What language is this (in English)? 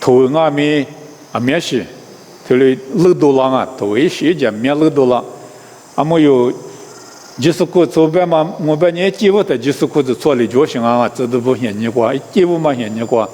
Lisu